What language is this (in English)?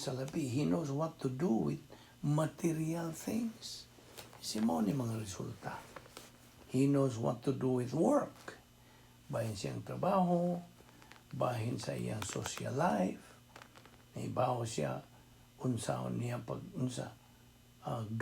Cebuano